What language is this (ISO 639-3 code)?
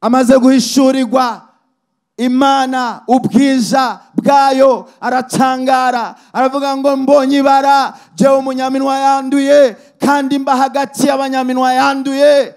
run